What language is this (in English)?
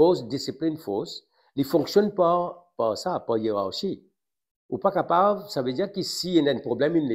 Morisyen